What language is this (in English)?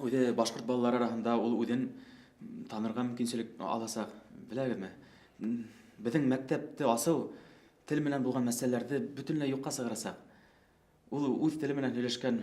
Bashkir